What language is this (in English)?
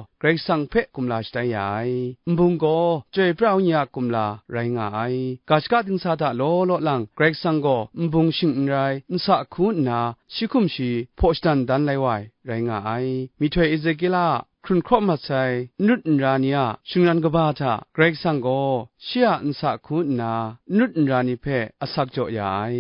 Kachin